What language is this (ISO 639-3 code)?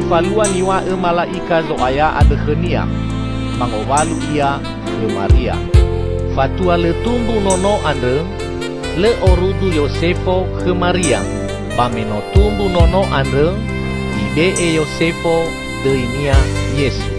nia